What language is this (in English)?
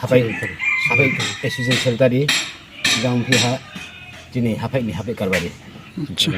Riang (India)